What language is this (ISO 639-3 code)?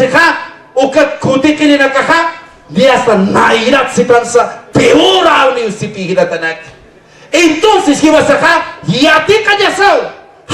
aym